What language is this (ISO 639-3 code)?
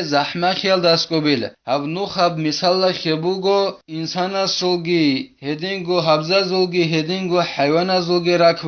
ava